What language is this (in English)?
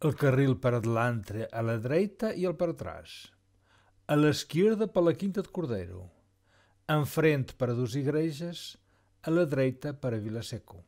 Mirandese